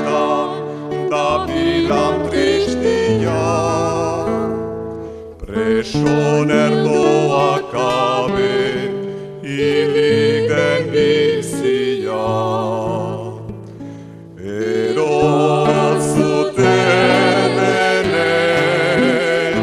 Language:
Basque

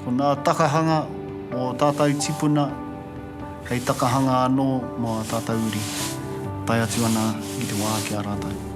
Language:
Māori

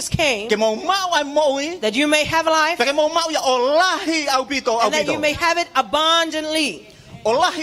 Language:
Tongan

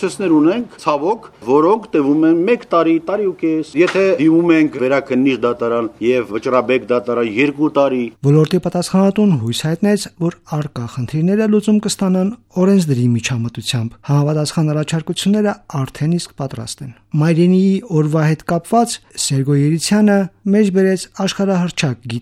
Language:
Armenian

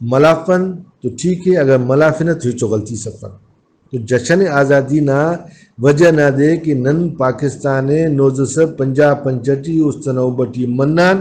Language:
Brahui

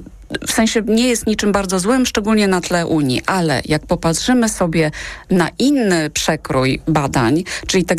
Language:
Polish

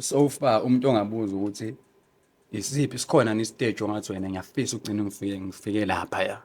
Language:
Zulu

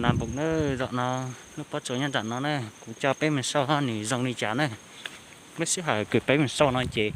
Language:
Hmong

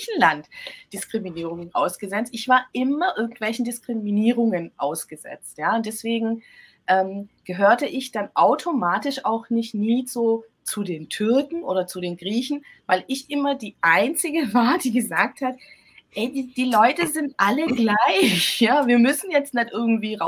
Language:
German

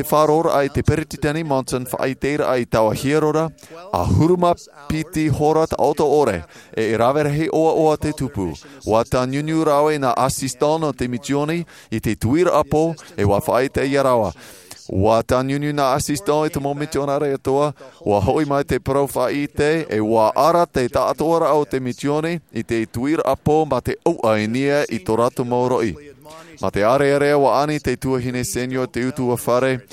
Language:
Tahitian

